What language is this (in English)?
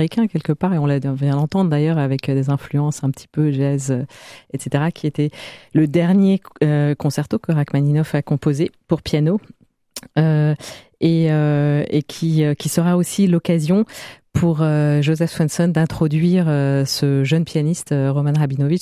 French